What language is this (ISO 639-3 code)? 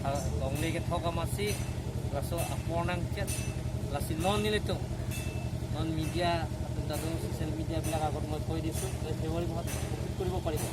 mjw